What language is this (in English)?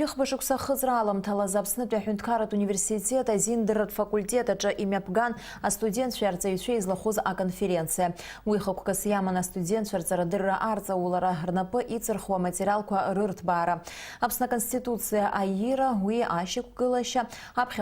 Abkhazian